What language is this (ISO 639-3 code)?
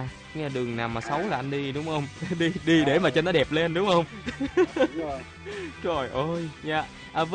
vie